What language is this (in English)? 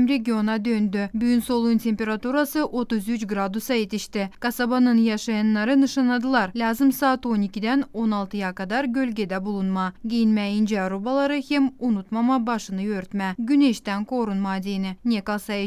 Gagauz